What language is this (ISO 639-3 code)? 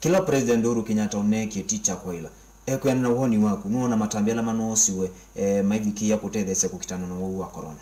kam